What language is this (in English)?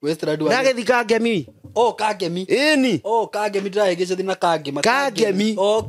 Kikuyu